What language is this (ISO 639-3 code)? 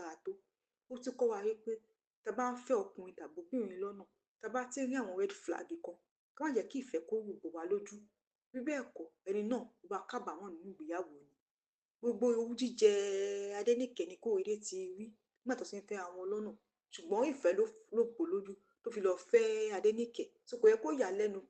yor